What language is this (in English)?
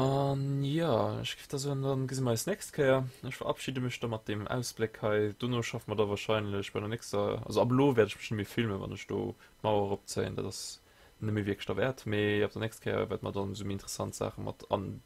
Luxembourgish